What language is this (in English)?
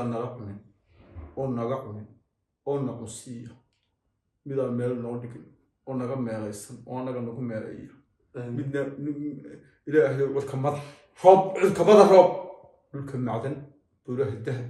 Somali